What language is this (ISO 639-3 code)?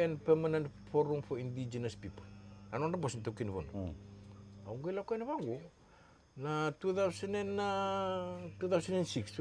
fij